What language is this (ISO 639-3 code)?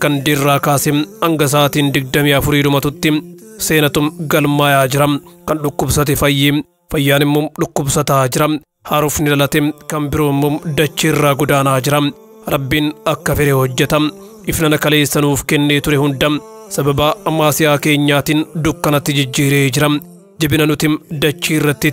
orm